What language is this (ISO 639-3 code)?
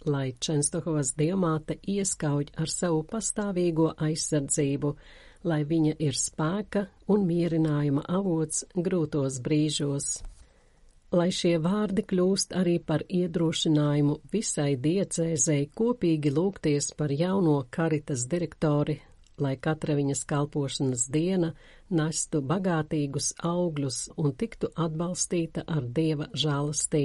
lav